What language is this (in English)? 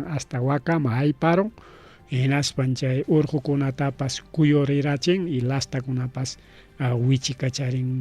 Ayacucho Quechua